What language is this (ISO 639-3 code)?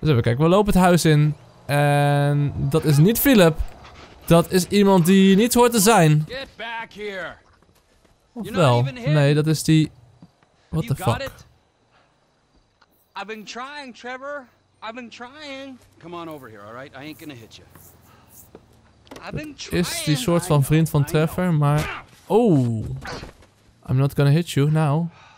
nld